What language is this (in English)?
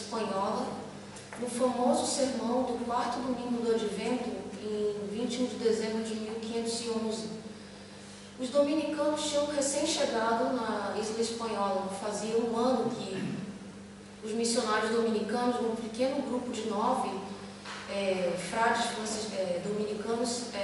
Portuguese